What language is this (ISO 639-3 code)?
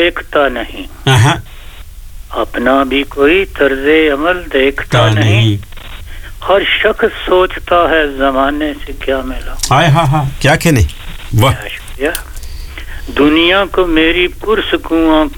urd